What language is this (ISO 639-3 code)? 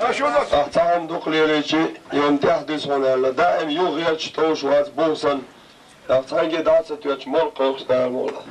che